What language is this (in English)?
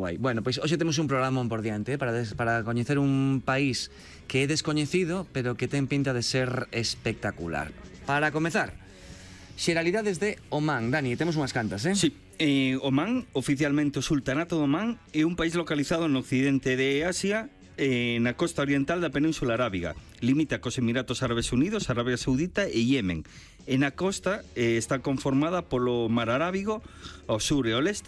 Galician